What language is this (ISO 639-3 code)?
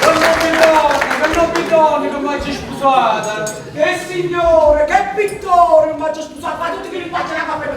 nap